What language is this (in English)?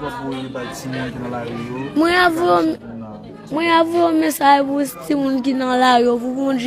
Haitian Creole